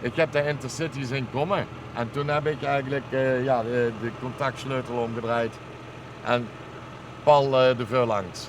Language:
Limburgish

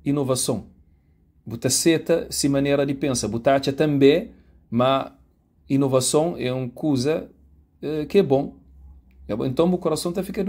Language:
Kabuverdianu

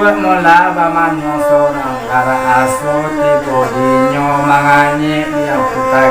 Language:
Minangkabau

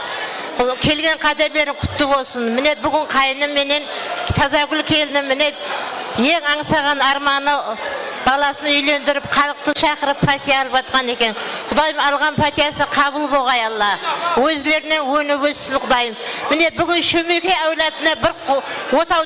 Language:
Kara-Kalpak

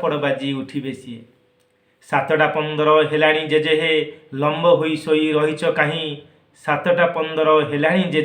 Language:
Odia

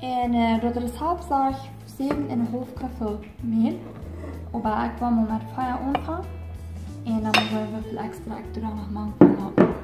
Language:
Plautdietsch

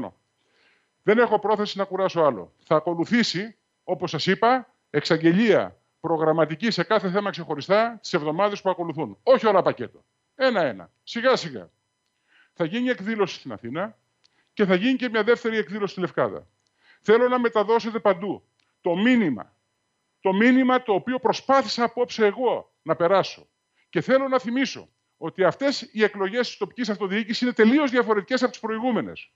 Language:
Greek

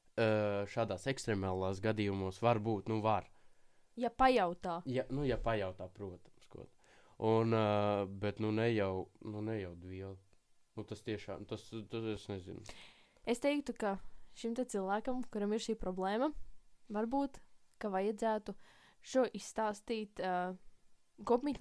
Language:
Latvian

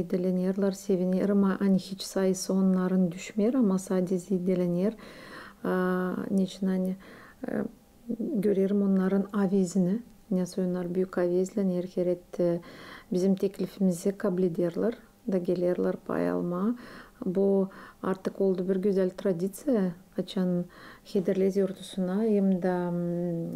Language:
Gagauz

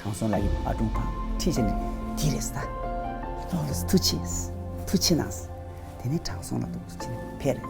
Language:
Tibetan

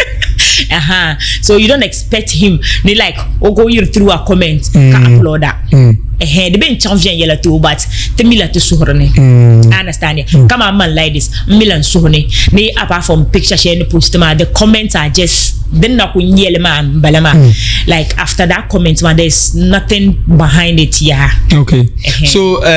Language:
Dagbani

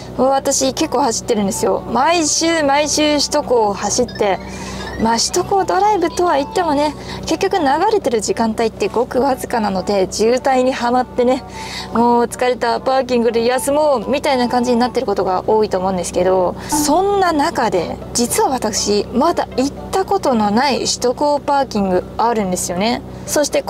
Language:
Japanese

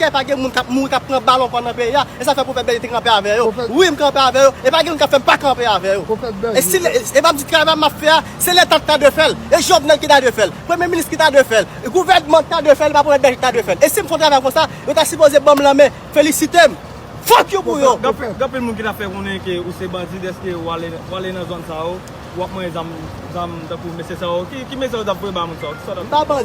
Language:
Haitian Creole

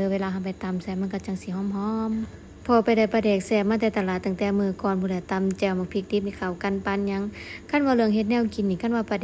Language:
Lao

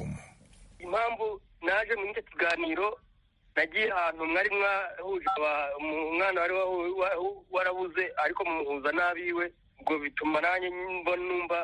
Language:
Kinyarwanda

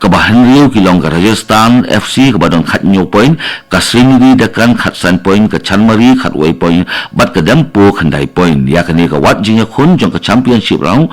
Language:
Khasi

